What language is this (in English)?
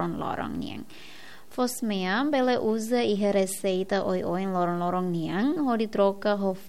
Tetum